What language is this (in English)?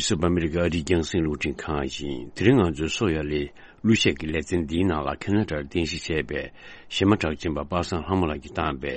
Tibetan